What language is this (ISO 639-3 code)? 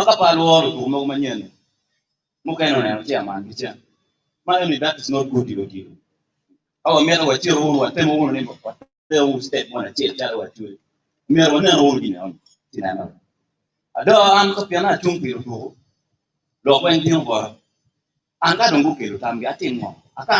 ach